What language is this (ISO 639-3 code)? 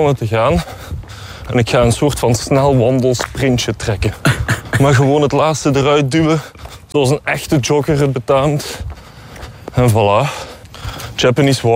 nld